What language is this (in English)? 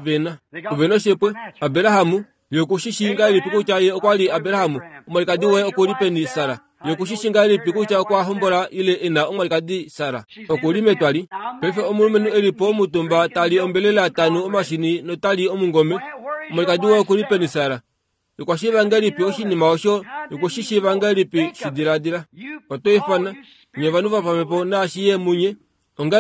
Kuanyama